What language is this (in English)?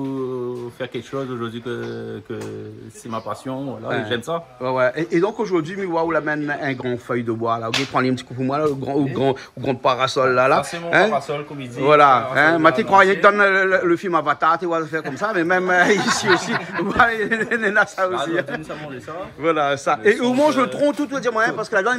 Réunion Creole French